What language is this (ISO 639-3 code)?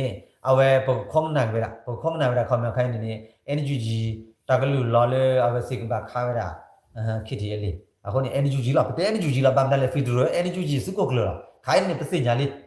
ksw